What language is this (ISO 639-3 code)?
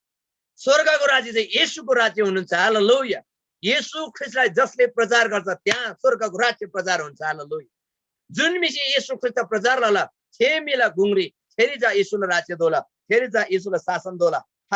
taj